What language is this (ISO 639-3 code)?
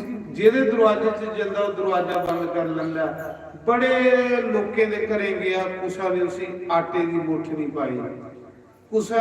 doi